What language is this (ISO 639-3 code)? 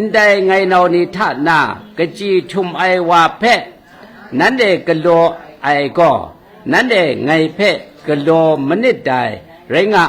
kac